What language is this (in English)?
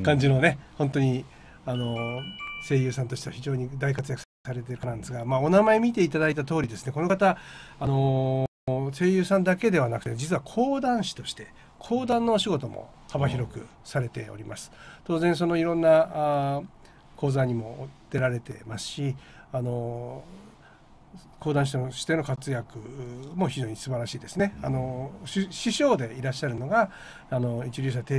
Japanese